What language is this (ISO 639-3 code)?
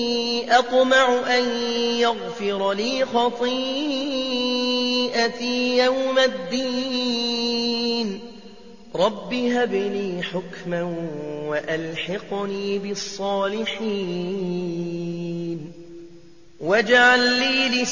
ara